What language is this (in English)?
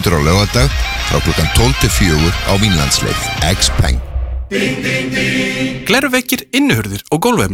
Icelandic